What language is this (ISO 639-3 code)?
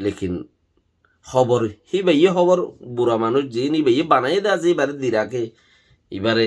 rhg